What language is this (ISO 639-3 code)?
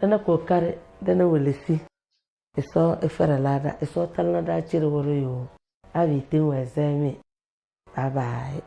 kdh